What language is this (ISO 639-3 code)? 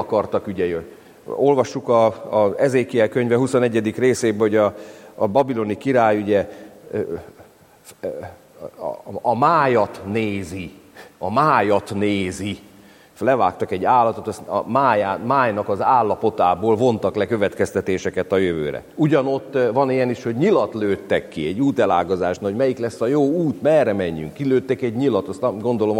hun